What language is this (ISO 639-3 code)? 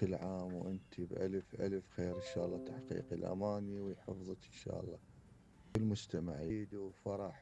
acm